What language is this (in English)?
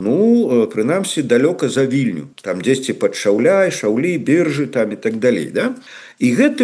Belarusian